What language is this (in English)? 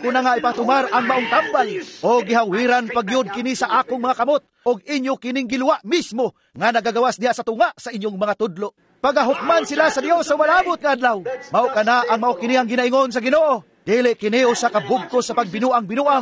Cebuano